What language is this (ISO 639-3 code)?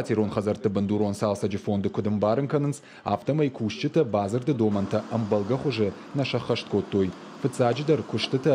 oss